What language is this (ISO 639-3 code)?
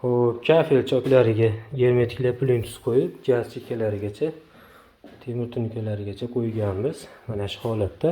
uzb